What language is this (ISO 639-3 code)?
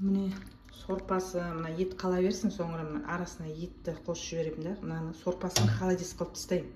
kaz